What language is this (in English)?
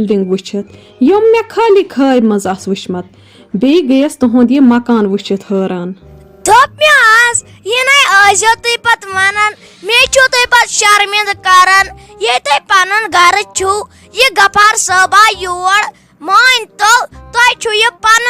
Kashmiri